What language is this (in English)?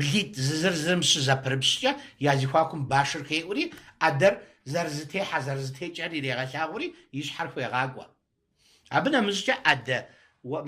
Kabardian